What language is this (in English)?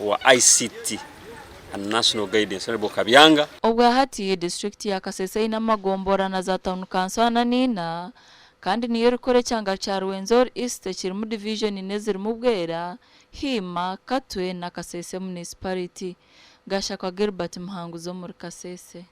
Nyankole